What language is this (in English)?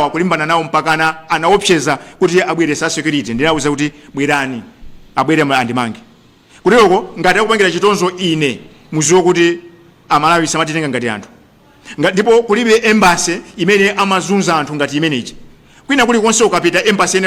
Nyanja